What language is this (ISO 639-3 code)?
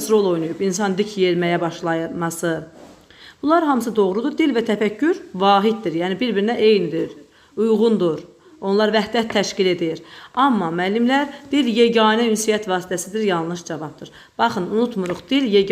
aze